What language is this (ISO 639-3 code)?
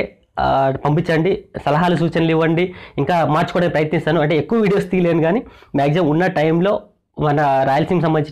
tel